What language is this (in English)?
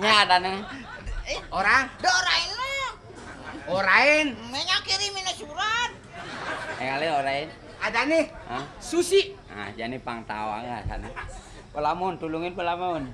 Balinese